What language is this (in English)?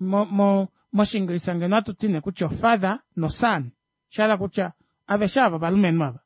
Kuanyama